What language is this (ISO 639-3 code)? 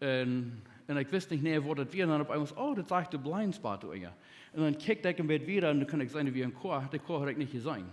pdt